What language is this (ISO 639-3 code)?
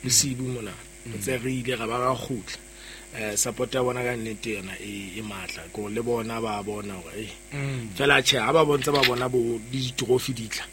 sot